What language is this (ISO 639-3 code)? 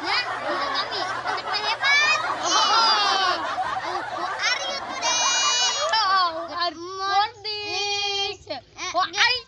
sun